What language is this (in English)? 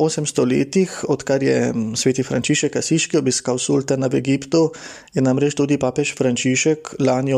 Slovenian